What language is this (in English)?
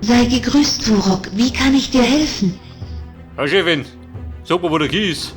Bavarian